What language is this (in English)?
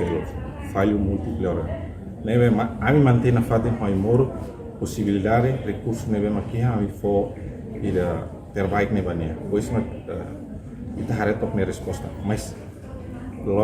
Tetum